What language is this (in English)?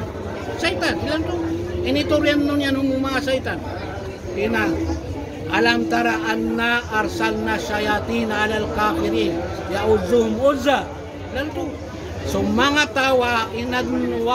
Maranao